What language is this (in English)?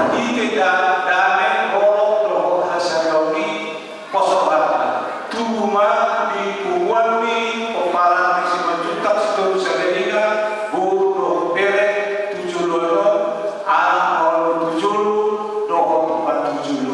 Batak Toba